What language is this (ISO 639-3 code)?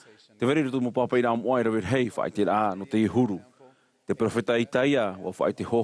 tah